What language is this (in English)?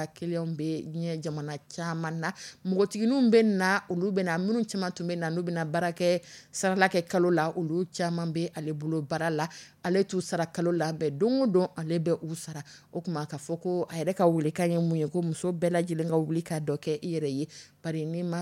Dyula